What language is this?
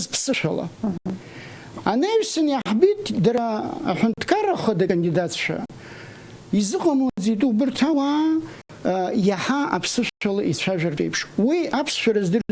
Abkhazian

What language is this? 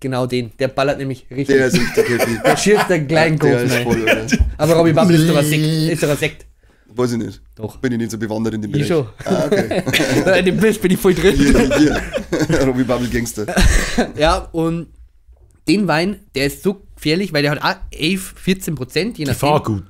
Bavarian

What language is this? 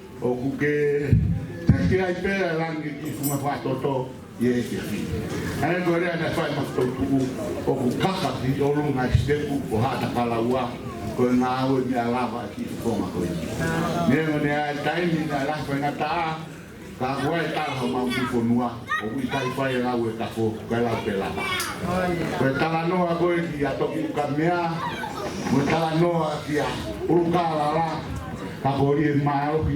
Tongan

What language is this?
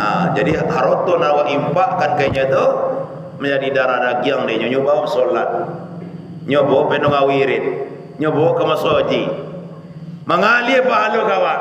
Minangkabau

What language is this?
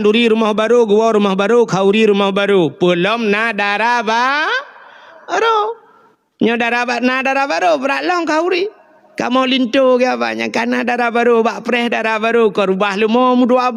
Achinese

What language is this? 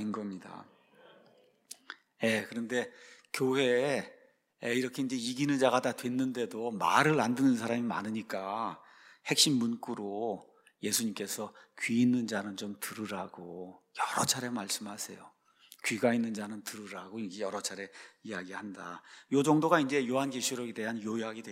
Korean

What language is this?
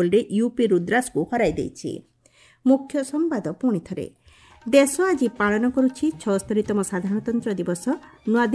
Odia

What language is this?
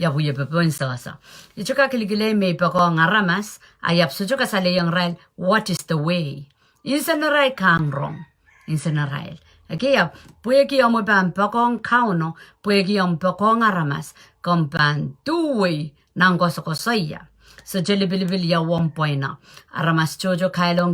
Pohnpeian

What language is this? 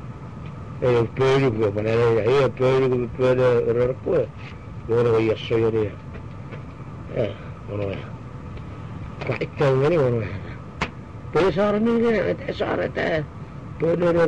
Malay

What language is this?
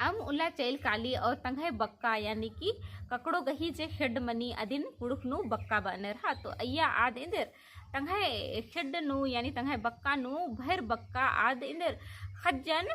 Kurukh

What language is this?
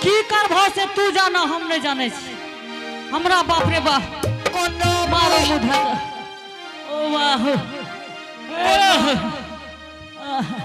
Angika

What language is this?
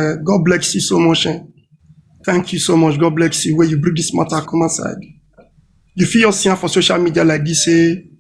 Nigerian Pidgin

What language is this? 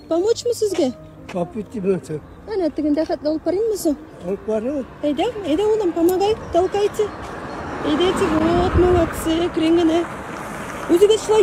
Tatar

